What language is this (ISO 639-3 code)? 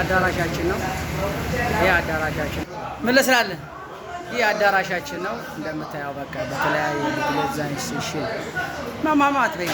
amh